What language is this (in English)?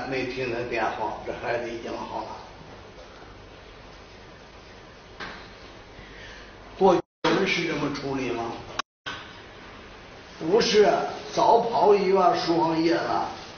Chinese